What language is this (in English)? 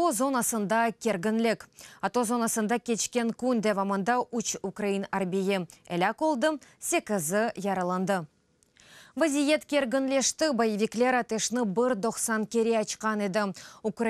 Crimean Tatar